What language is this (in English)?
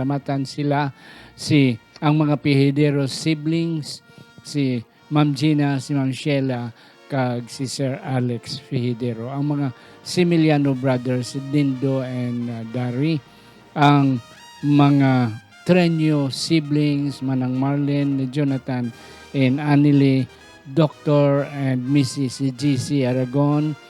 Hiligaynon